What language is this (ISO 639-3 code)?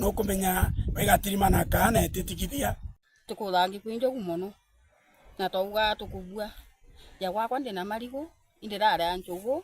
mer